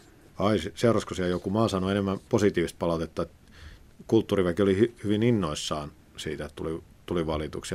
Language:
Finnish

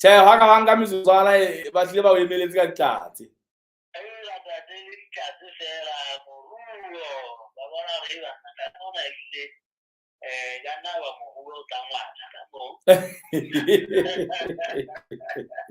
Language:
Southern Sotho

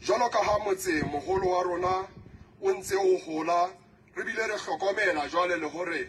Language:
Southern Sotho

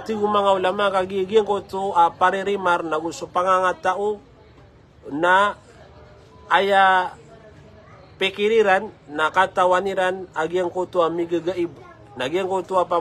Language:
Maranao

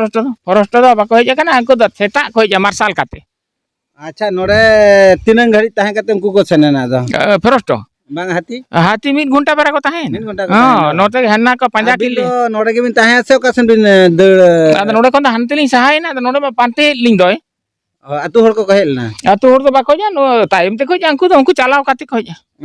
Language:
Santali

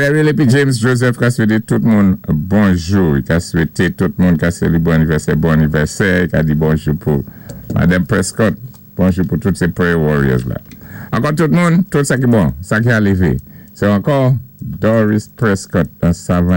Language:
Saint Lucian Creole French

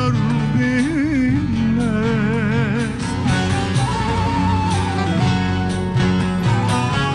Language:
Turkish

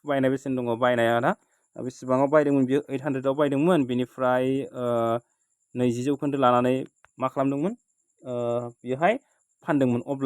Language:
Bodo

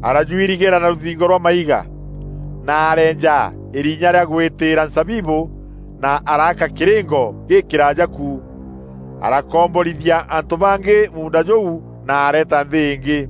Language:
Meru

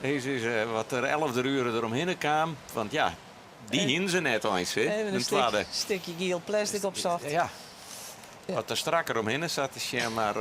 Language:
Western Frisian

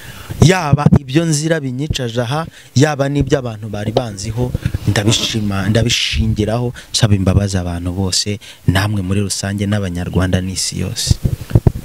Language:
Kinyarwanda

